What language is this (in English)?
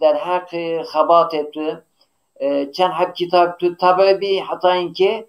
Zaza